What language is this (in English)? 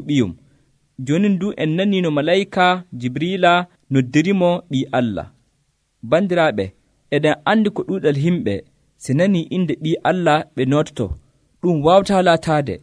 Nigerian Fulfulde